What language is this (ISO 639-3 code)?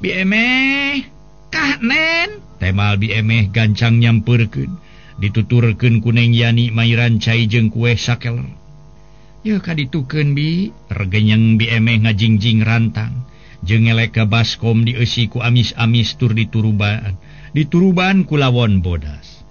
sun